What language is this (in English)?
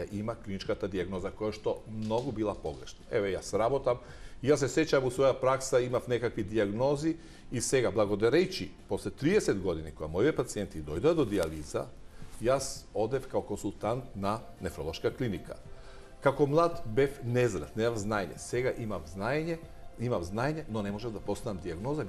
Macedonian